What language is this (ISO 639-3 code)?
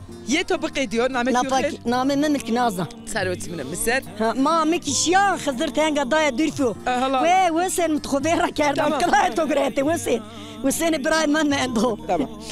zza